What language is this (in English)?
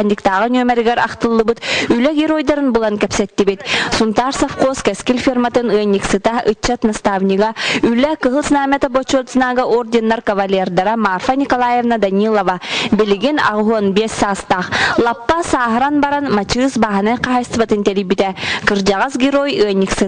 Yakut